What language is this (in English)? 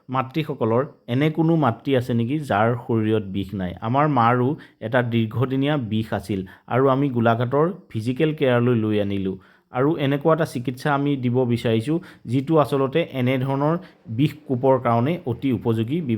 Assamese